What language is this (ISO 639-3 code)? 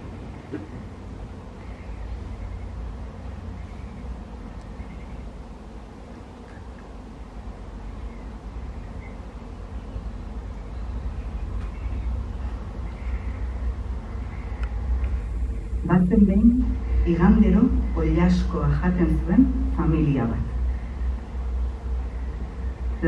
eus